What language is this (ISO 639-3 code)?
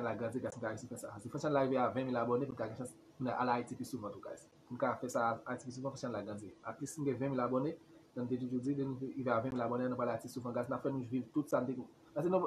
hat